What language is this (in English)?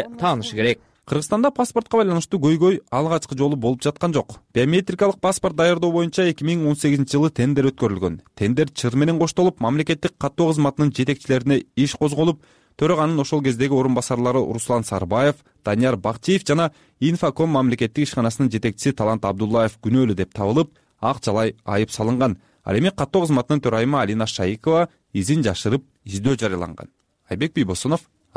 Kyrgyz